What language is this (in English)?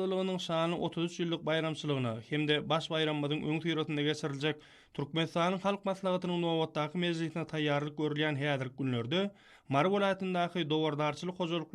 Turkmen